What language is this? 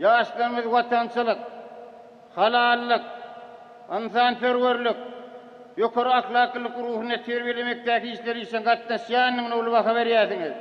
Turkmen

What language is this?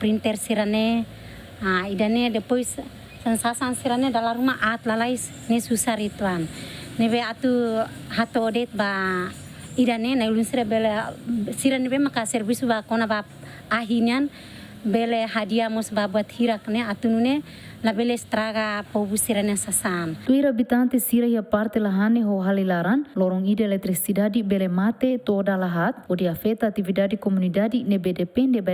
Tetum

